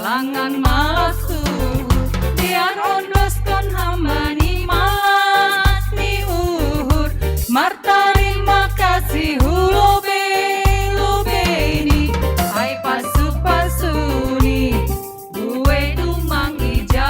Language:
Batak Simalungun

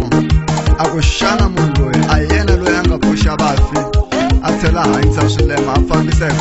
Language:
Tsonga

